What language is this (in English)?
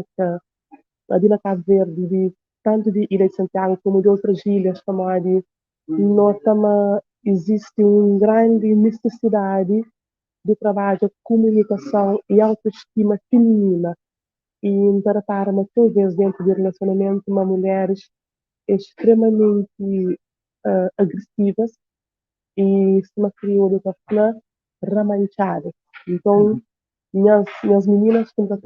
Kabuverdianu